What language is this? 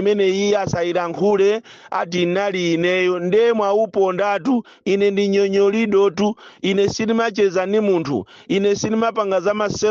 Nyanja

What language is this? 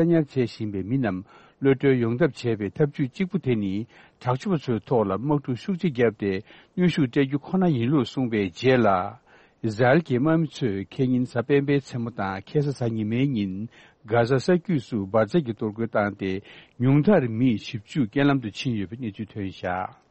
Tibetan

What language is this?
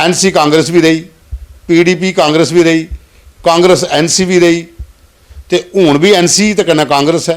Dogri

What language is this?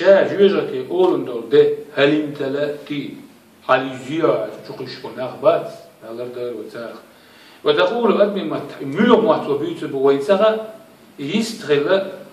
Chechen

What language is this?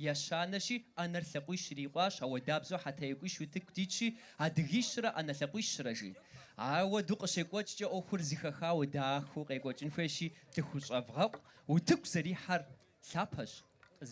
Kabardian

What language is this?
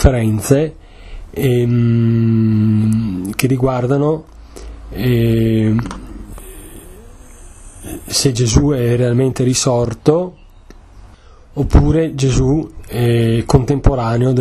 Italian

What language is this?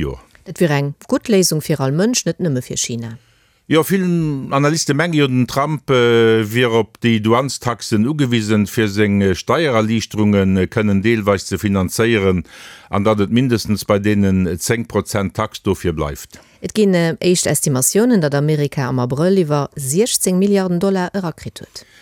Luxembourgish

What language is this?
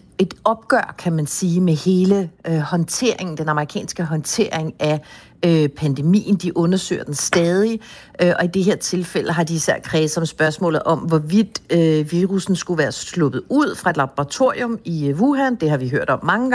Danish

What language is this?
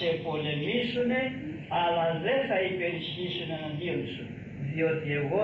Greek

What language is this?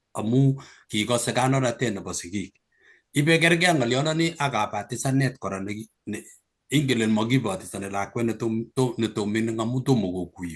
Kalenjin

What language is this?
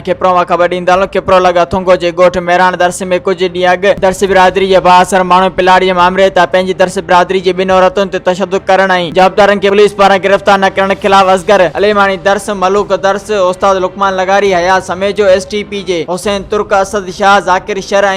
Sindhi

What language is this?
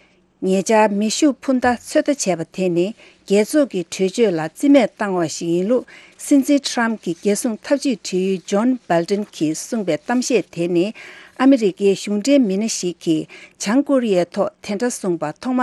Tibetan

